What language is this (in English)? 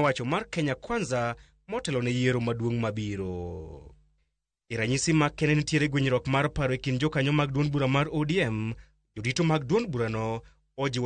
Luo (Kenya and Tanzania)